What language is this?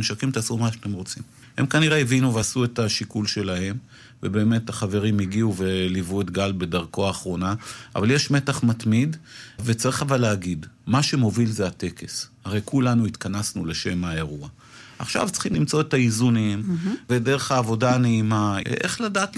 Hebrew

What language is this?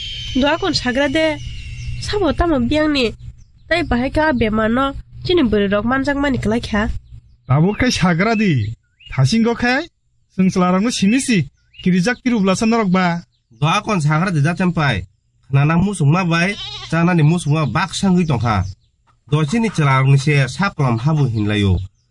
Kok Borok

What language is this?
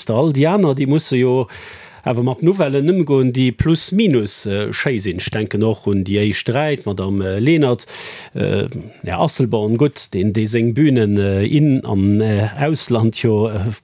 Luxembourgish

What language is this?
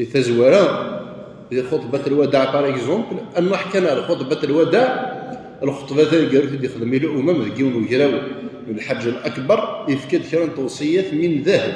Kabyle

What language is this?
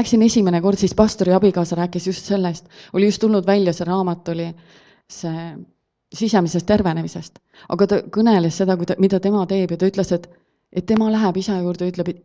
Estonian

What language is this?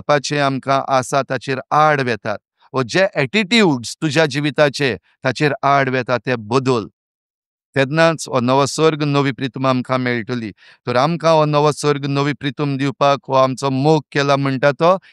Konkani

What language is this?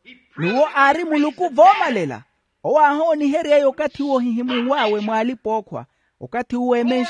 Makhuwa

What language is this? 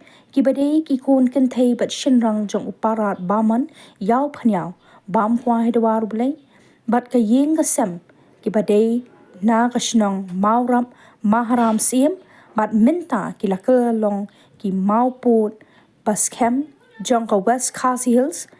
Khasi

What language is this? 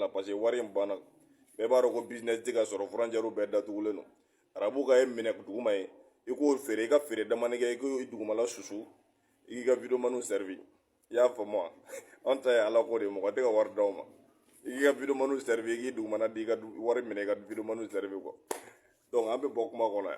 Bambara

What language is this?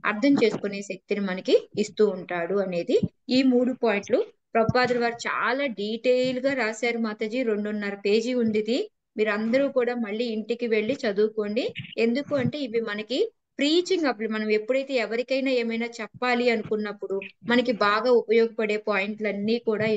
Telugu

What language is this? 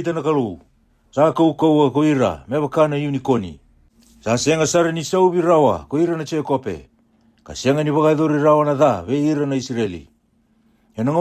Fijian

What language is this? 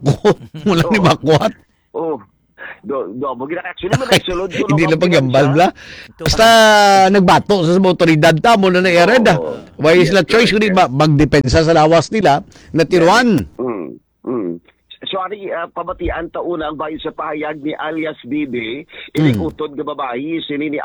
Hiligaynon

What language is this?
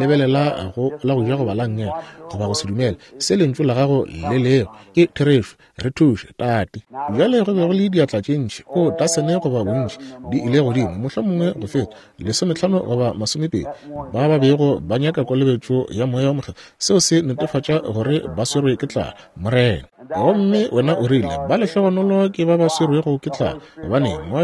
Northern Sotho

